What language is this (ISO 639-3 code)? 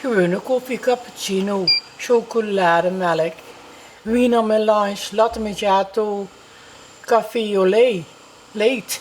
lim